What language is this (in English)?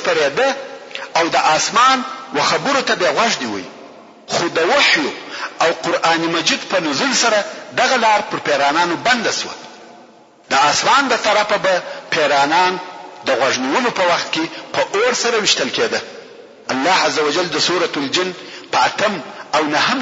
Pashto